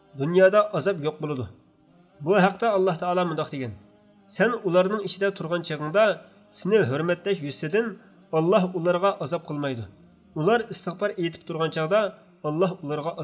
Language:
Uyghur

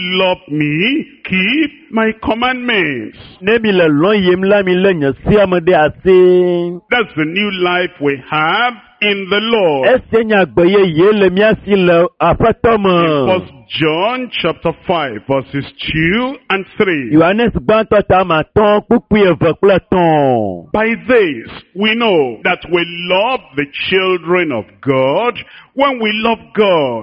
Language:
Ewe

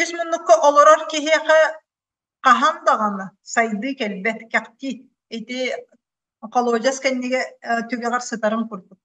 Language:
Yakut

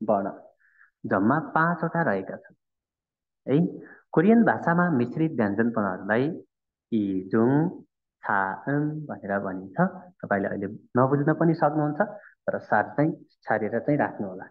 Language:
Nepali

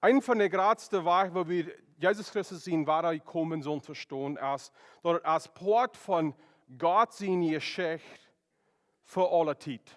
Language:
Plautdietsch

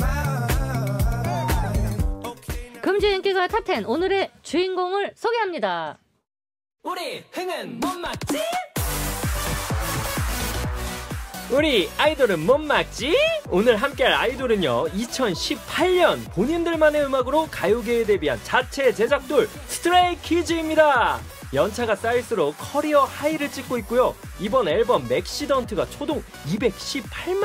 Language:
Korean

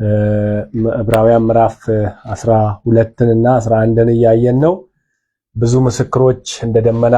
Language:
Amharic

